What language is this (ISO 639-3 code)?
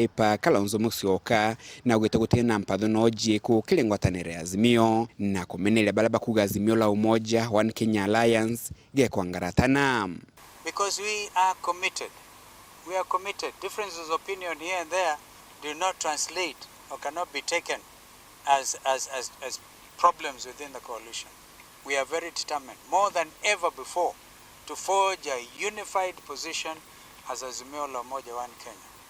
mer